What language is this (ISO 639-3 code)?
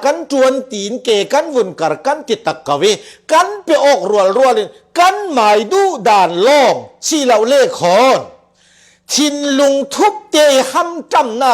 cfm